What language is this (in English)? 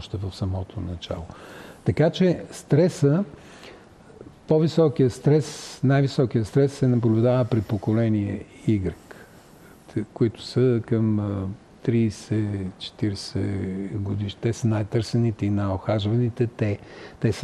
Bulgarian